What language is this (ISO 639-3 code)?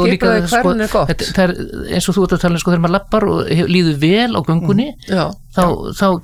isl